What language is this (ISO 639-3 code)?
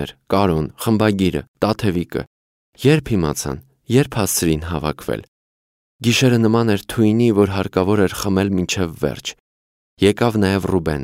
hye